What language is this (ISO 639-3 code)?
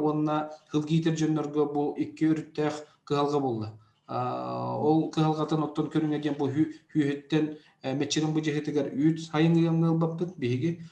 sah